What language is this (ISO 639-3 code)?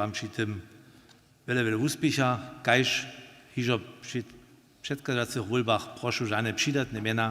hsb